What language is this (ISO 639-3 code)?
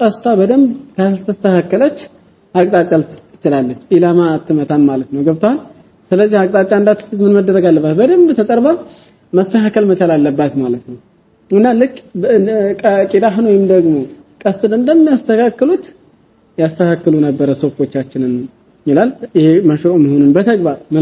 amh